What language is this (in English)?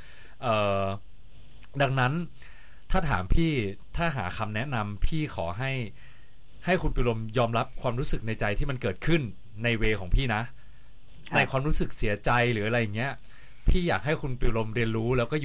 Thai